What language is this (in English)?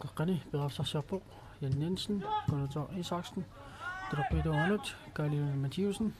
Kalaallisut